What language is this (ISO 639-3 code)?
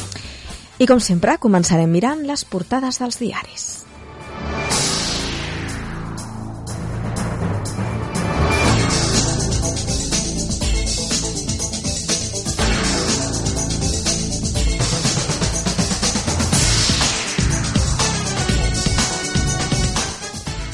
cat